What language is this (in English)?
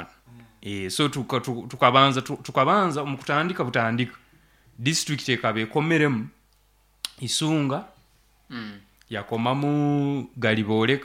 Nyoro